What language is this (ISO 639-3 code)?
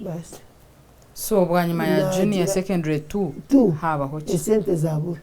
nyn